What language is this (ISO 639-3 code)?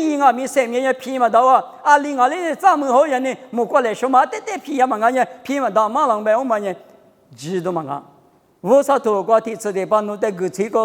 lis